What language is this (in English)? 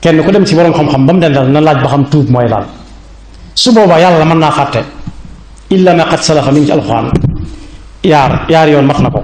Wolof